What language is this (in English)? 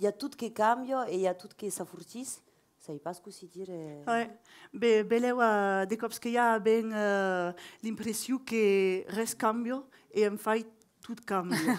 Occitan